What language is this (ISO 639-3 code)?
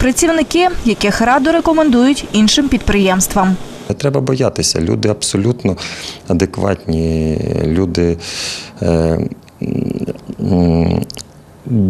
ukr